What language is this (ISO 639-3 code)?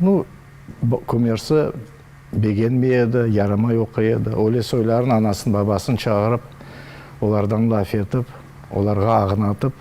crh